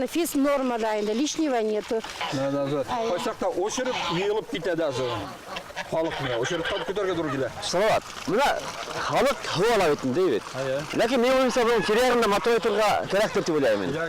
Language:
Bashkir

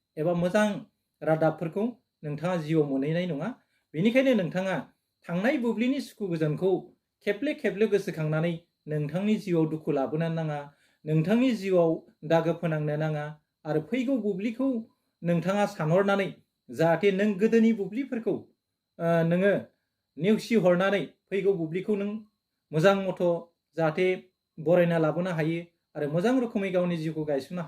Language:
Bodo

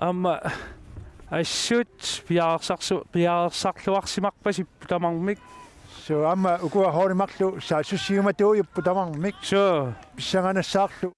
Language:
Kalaallisut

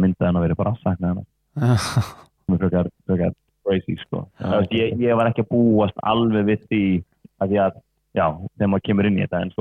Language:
Icelandic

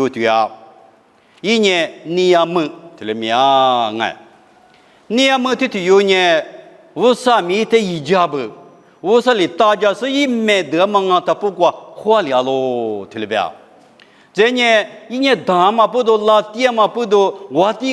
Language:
Lisu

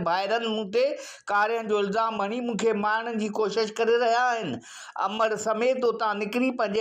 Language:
Sindhi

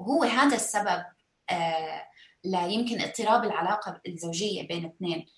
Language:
North Levantine Arabic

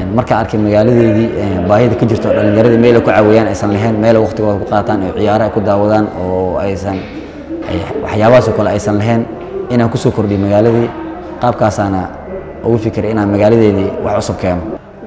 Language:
Somali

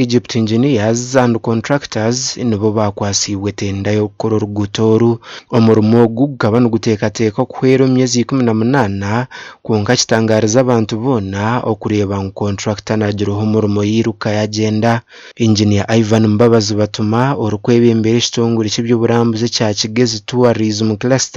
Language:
Nyankole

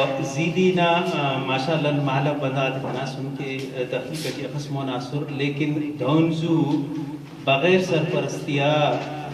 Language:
Brahui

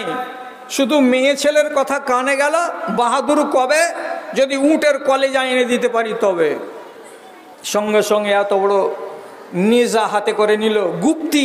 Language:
Bangla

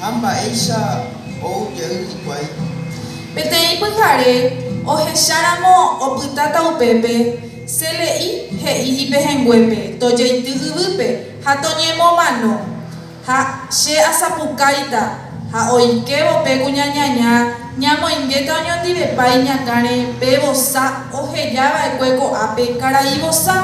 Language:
Guarani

